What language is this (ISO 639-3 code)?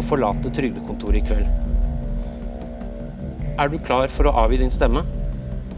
nor